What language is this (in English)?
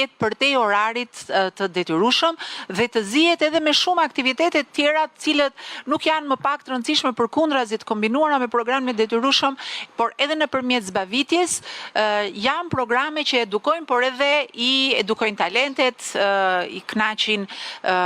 Albanian